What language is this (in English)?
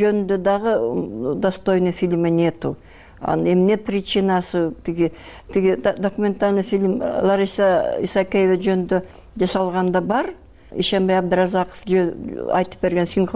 Kyrgyz